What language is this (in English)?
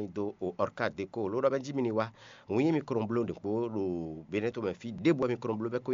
Fon